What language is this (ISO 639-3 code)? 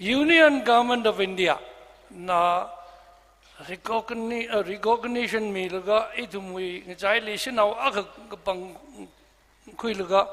nmf